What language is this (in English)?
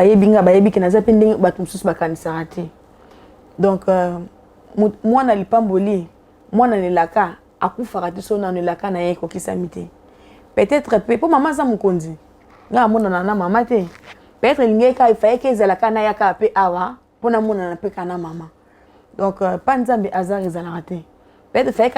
Lingala